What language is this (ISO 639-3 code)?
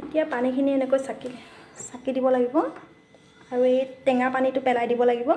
asm